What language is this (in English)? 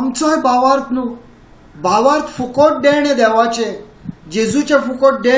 Konkani